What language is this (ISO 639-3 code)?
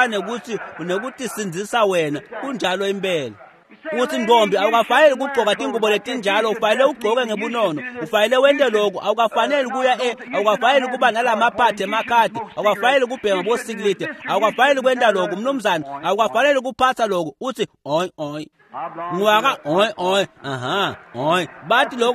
ssw